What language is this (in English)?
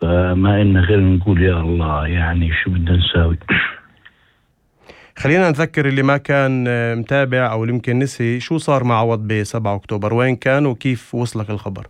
North Levantine Arabic